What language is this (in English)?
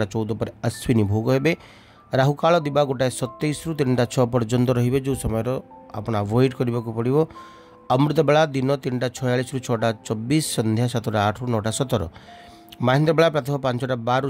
Odia